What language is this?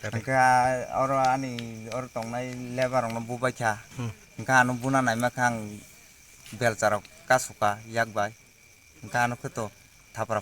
Kok Borok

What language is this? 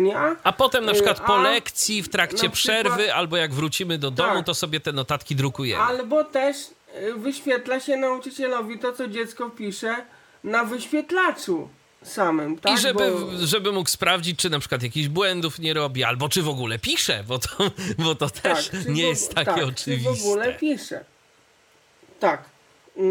Polish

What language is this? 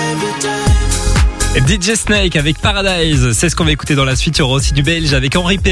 French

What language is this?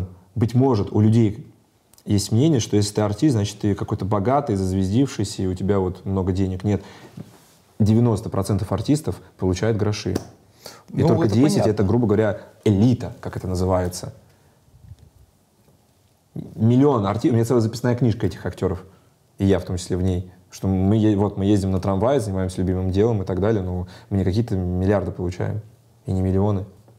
Russian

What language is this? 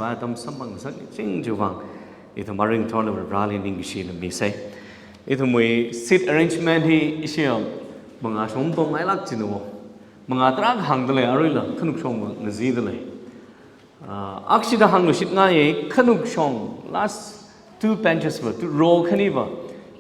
Tangkhul Naga (India)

